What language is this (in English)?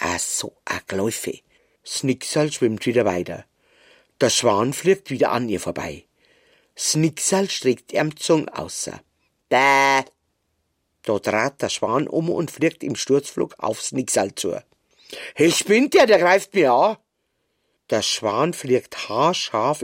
German